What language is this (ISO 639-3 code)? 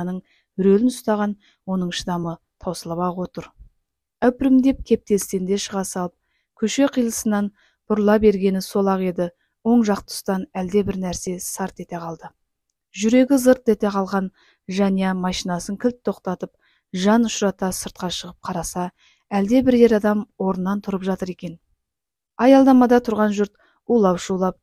kaz